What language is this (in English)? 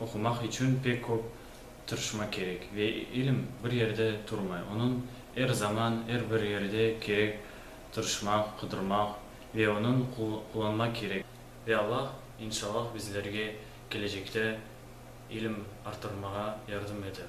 Crimean Tatar